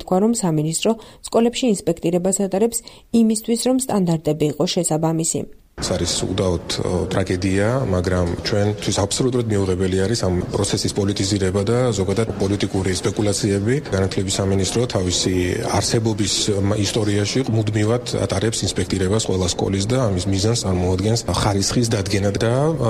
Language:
Georgian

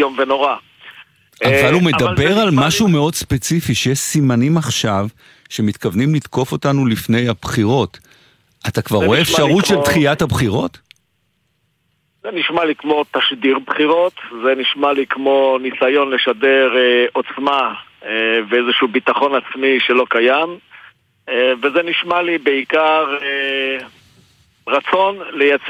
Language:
Hebrew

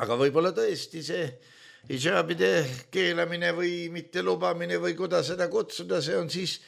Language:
Estonian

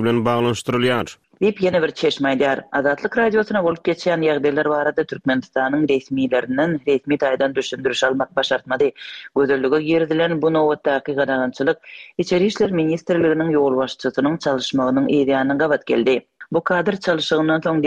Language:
Turkmen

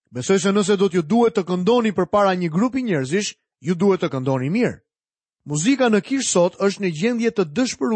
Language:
Albanian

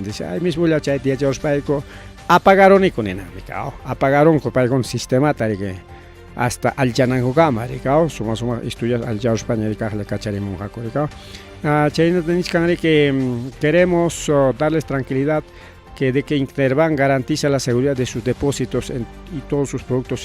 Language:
Ayacucho Quechua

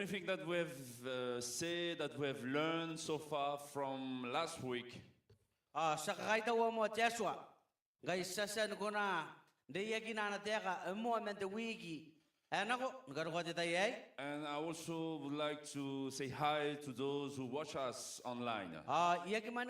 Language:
Gilbertese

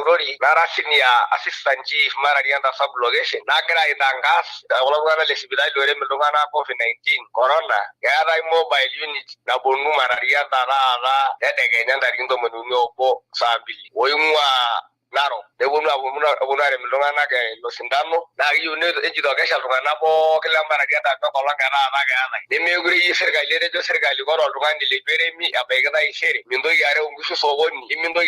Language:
Masai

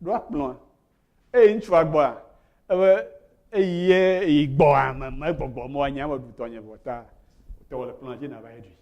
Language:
Ewe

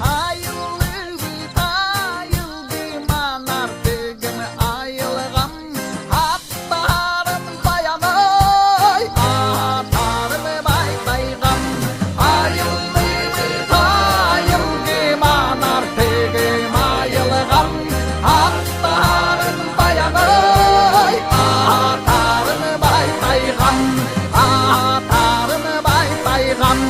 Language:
Yakut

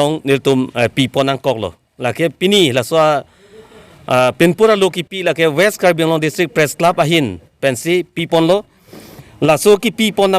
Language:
Karbi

